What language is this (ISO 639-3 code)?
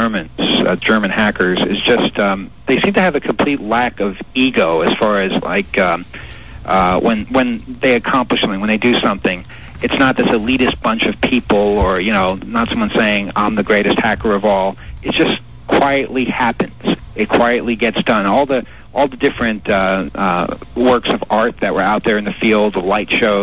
eng